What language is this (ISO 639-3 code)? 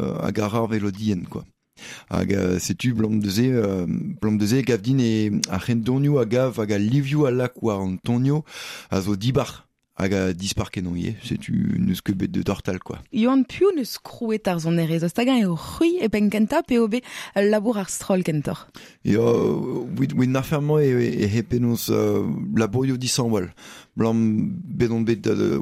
bre